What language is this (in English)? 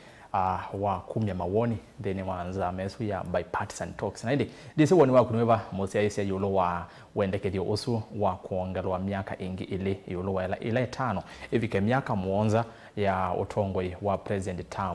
Kamba